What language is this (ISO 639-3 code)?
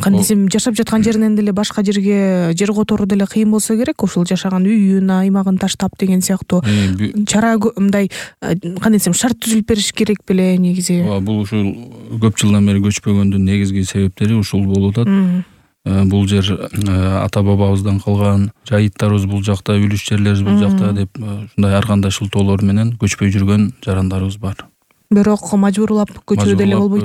kir